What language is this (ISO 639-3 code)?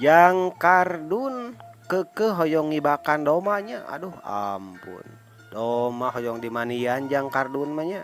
sun